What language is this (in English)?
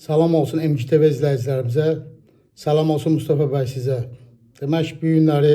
Azerbaijani